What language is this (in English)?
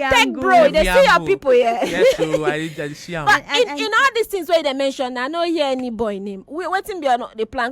Nigerian Pidgin